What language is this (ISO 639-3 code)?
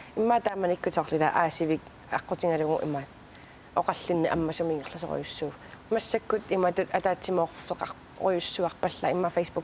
kal